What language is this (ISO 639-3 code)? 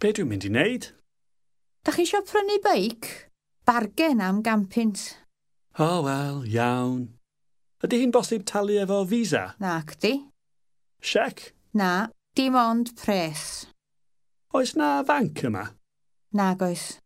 cym